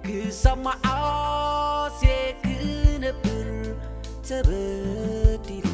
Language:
Tigrinya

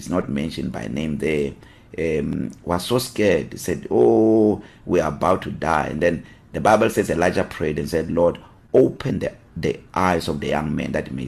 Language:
English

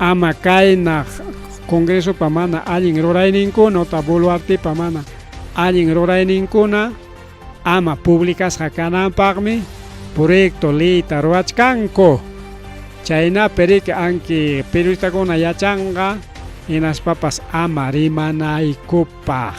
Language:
Ayacucho Quechua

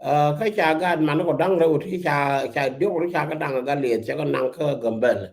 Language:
Nuer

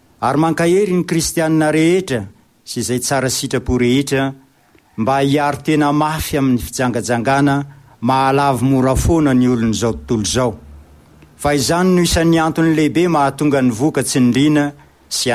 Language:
Malagasy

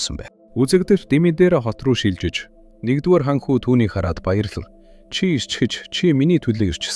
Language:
Mongolian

